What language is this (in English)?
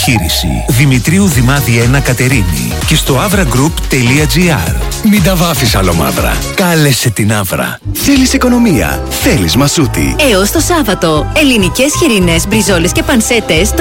Greek